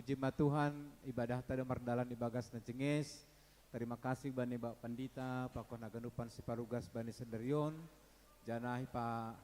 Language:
Batak Simalungun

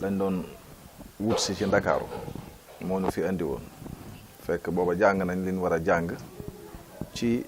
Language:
Wolof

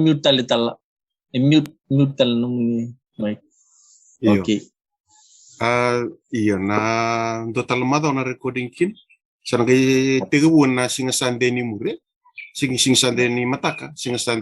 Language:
Fijian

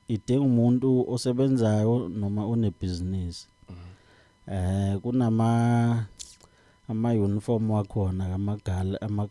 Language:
Zulu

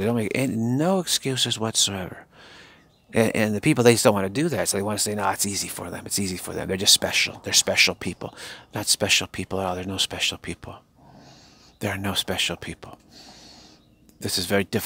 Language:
English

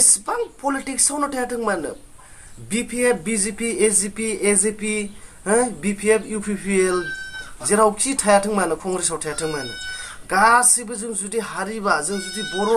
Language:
Bodo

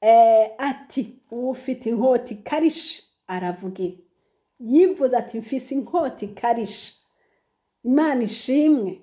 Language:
Rundi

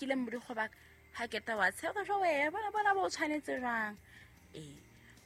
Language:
Southern Sotho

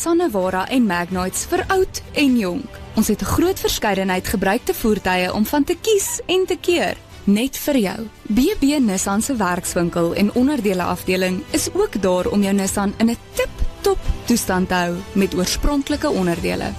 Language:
Afrikaans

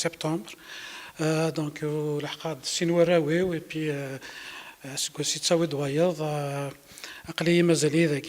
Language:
Kabyle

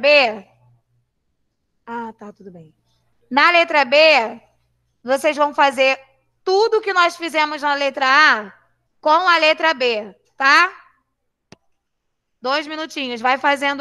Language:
Portuguese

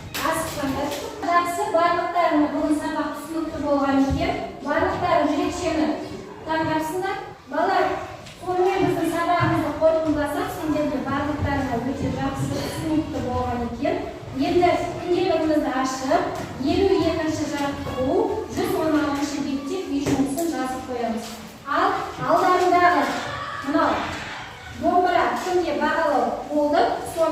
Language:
Kazakh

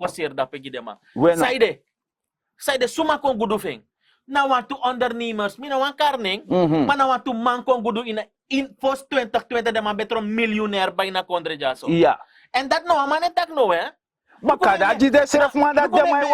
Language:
Sranan Tongo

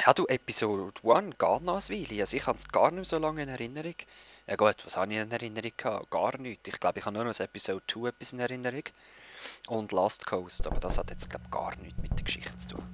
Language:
Swiss German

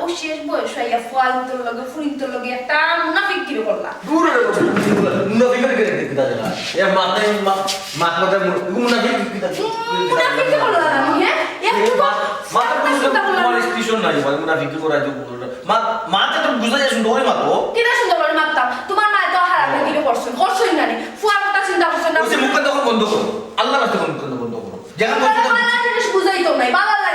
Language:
Sylheti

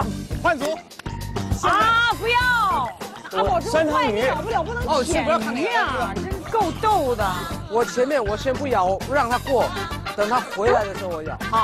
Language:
Chinese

